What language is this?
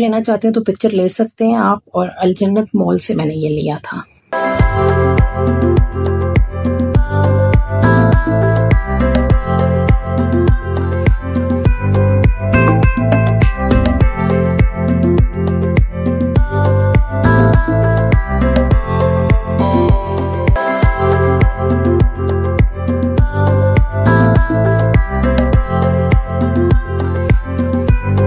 Hindi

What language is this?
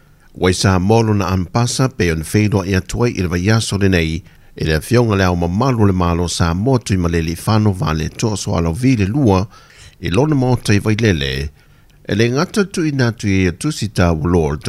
Samoan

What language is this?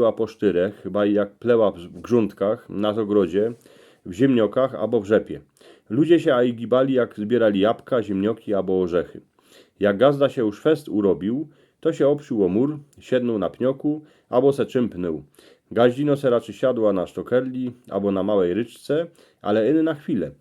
Silesian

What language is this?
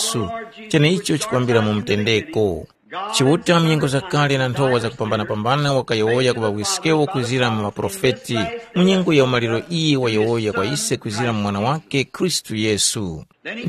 Tumbuka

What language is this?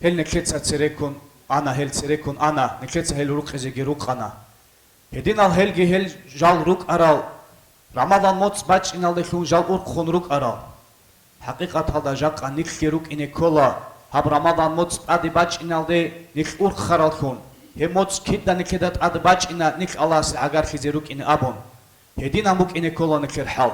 Avaric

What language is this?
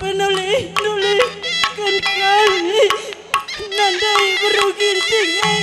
Batak Karo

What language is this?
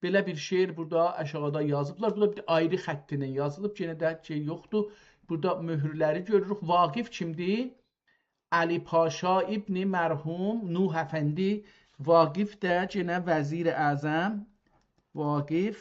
South Azerbaijani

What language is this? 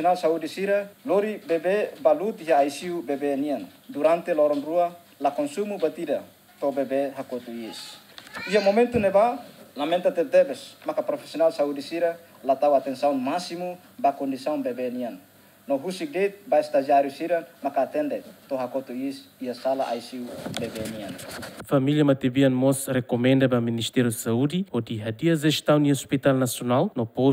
Tetum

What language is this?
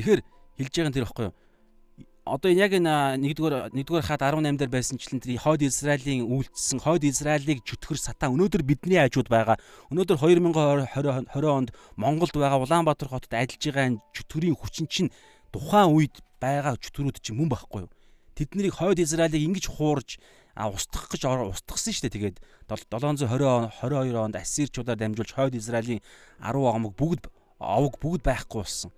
Mongolian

